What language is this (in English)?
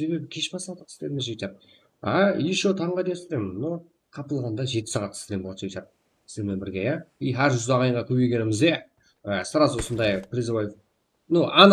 Kara-Kalpak